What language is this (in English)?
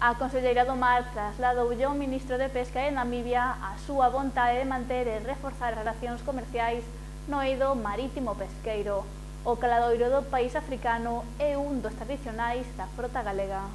Galician